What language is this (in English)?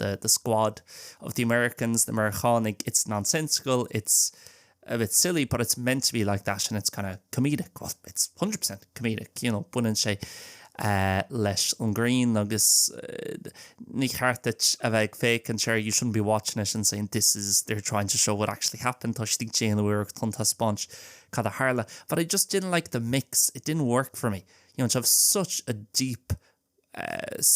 Irish